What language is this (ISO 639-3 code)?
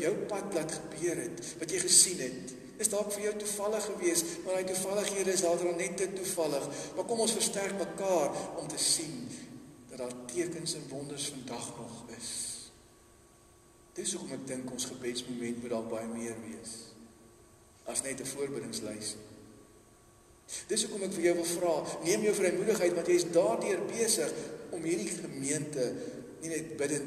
afr